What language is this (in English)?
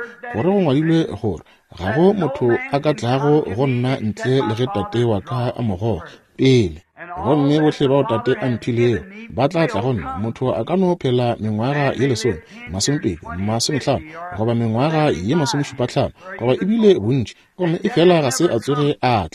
Northern Sotho